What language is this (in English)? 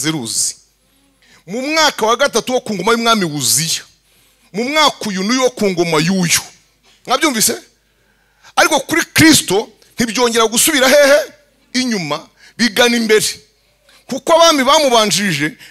Kinyarwanda